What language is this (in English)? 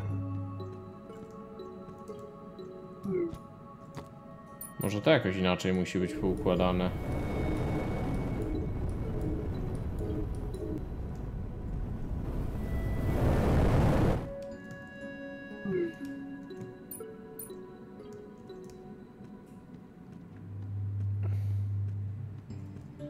Polish